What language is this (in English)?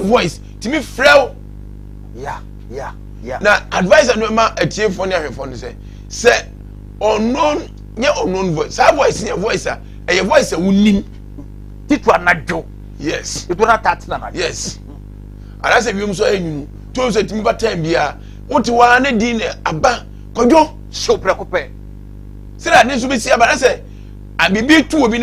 Akan